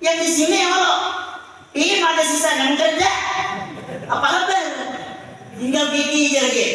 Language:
Banjar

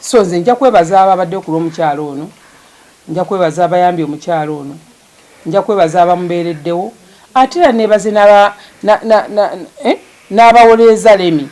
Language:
Ganda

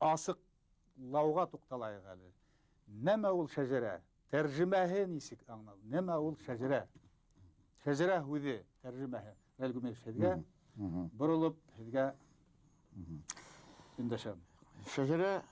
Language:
Bashkir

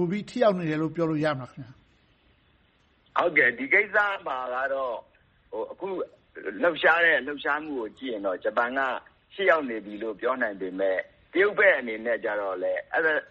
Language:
Burmese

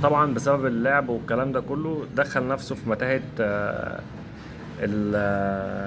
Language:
Egyptian Arabic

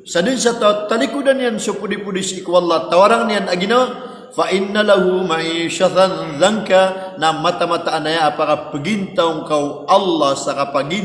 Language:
Maranao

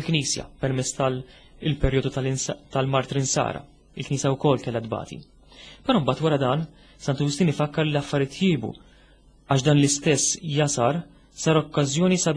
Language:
Maltese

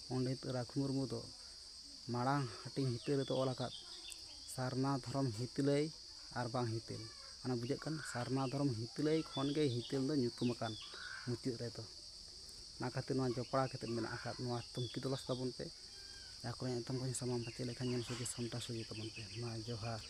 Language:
Santali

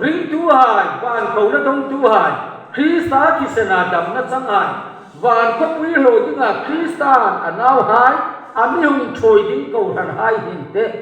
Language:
Hmar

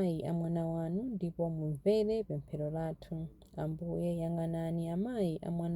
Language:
Nyanja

